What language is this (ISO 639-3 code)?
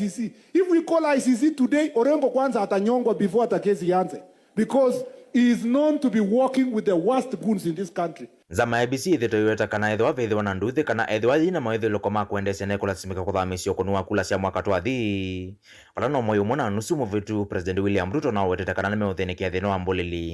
kam